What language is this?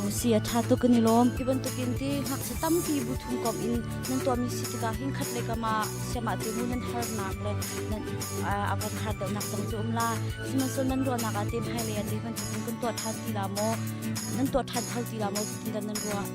Hakha Chin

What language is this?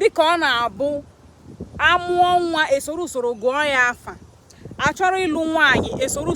Igbo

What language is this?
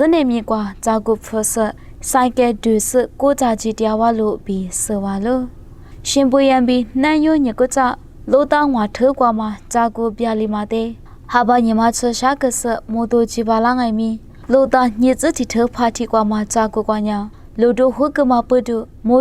Lisu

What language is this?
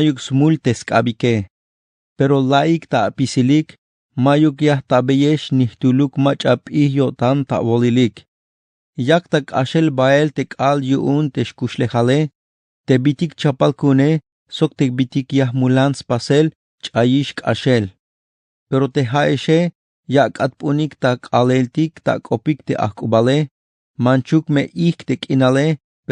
Tzeltal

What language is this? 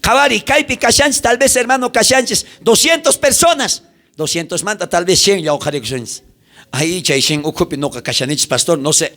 South Bolivian Quechua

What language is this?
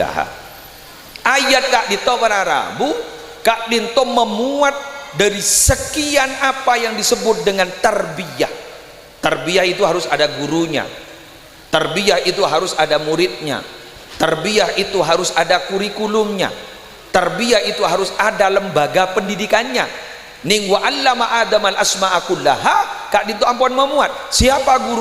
Madurese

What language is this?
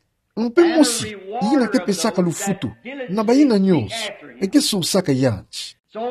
Kituba (Democratic Republic of Congo)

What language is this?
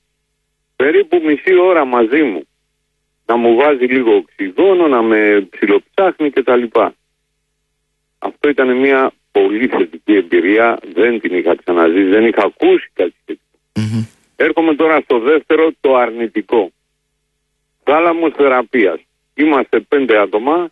Greek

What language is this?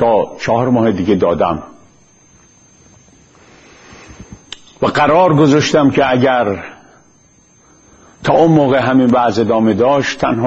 Persian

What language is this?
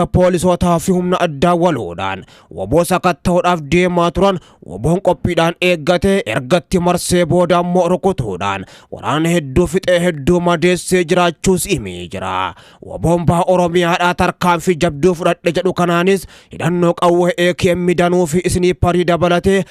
Oromo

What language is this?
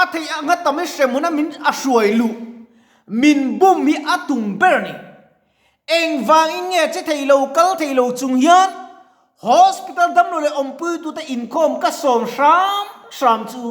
Mizo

